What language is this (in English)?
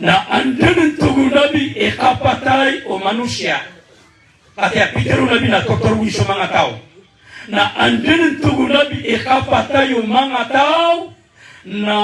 Maranao